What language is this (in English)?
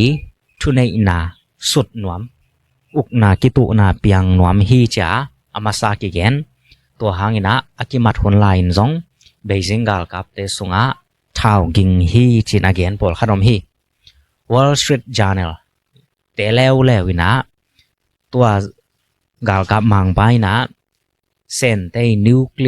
Tedim Chin